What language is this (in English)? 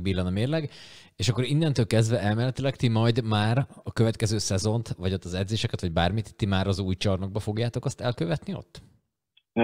Hungarian